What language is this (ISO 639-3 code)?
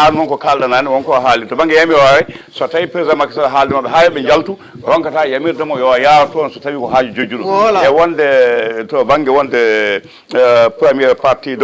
ful